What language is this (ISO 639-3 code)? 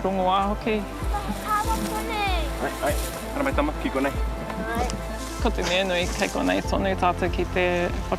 mri